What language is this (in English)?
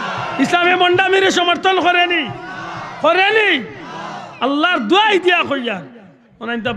Sylheti